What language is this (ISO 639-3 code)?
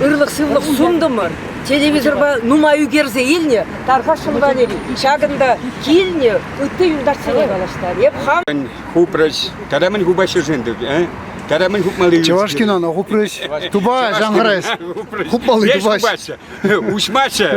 chv